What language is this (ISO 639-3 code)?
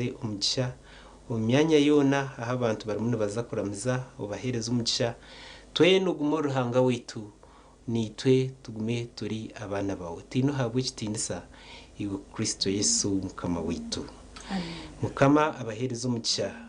nyn